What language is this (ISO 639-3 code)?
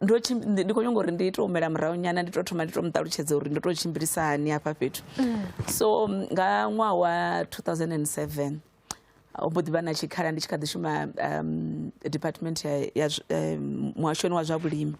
ven